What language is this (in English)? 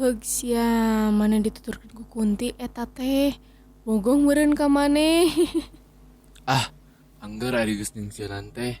Sundanese